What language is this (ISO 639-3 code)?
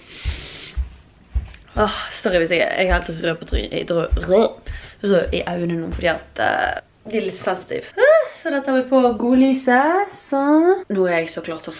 nor